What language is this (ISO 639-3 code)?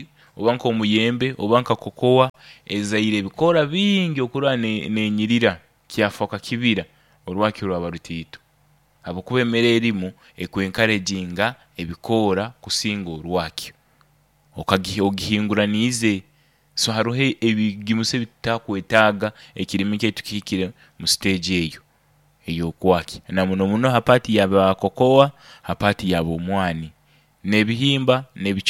nyo